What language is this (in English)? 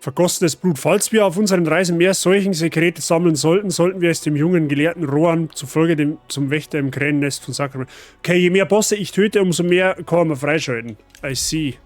Bavarian